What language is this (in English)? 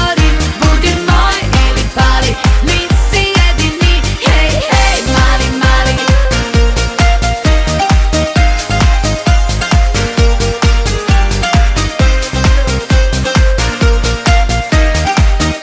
Serbian